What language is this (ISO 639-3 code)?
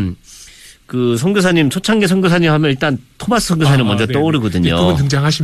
kor